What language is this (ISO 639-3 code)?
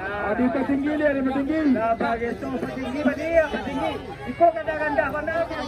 min